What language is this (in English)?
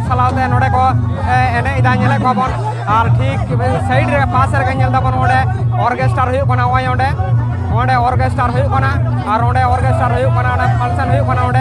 Santali